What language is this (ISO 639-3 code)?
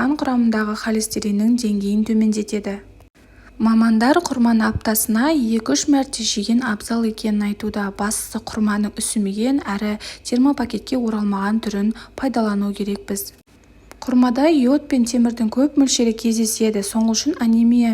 kaz